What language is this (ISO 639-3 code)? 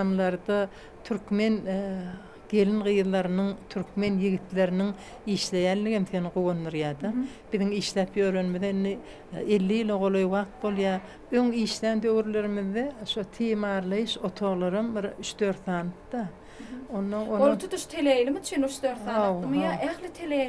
tuk